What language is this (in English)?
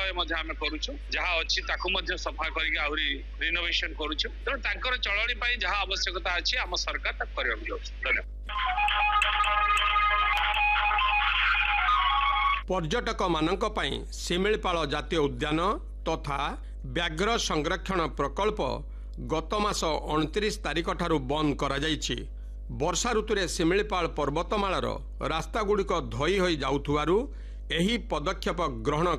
Odia